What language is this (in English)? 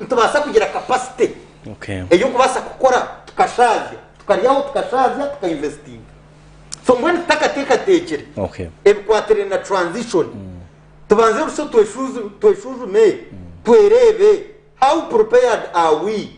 Nyankole